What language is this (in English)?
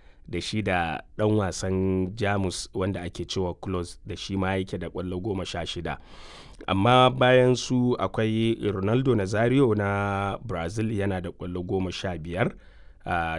Hausa